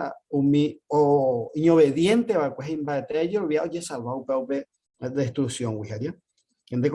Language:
Guarani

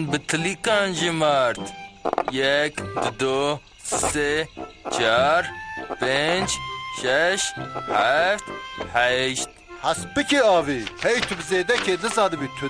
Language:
Kurdish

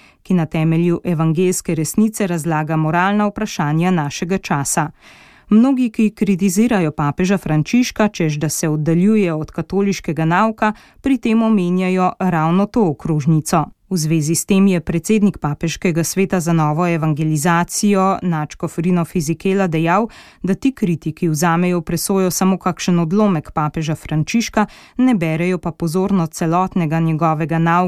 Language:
Slovenian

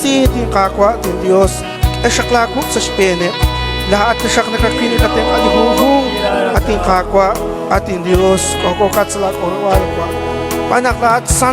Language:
Kekchí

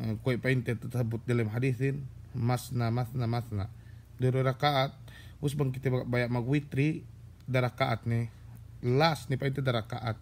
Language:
Yakan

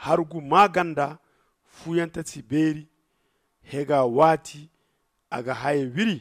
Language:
Zarma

